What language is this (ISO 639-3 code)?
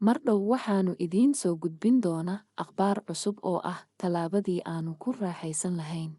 som